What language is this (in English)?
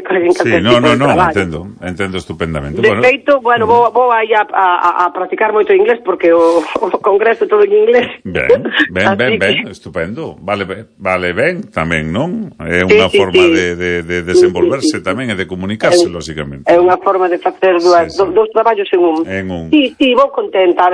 Galician